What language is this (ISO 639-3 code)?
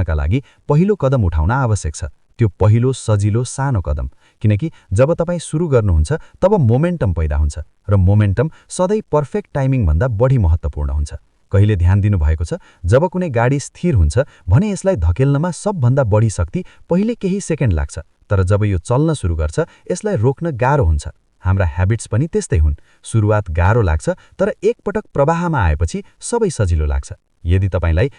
nep